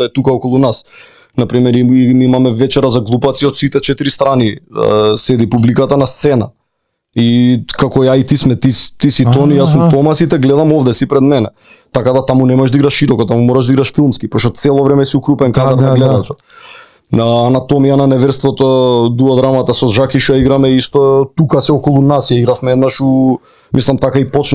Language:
Macedonian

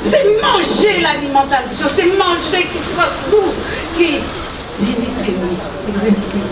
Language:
Guadeloupean Creole French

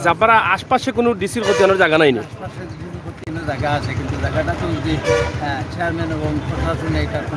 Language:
Sylheti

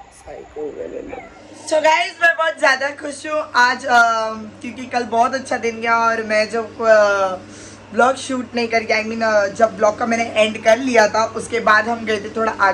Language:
Hindi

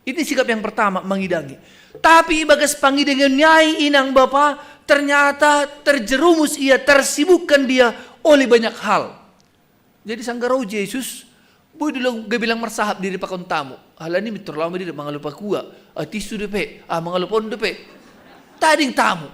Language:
Batak Simalungun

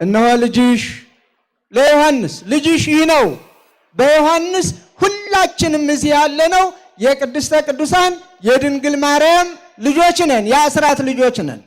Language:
Amharic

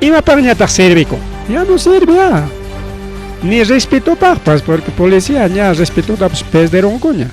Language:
Ayacucho Quechua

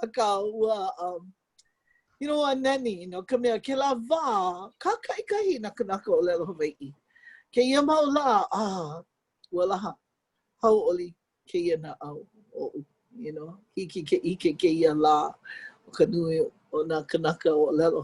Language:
Hawaiian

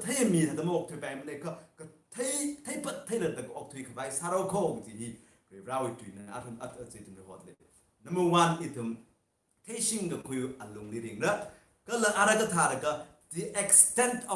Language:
Tangkhul Naga (India)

